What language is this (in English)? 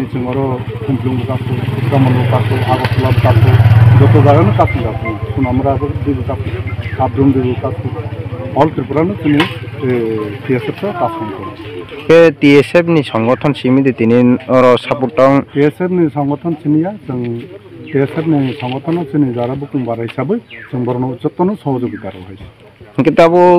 Kok Borok